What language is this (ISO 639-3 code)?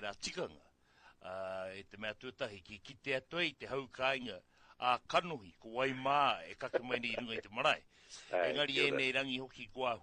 mri